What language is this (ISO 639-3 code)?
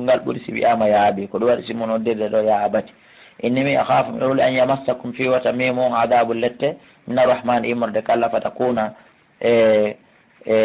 ful